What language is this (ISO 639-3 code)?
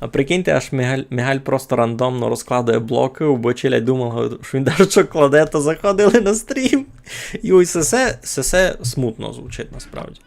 rue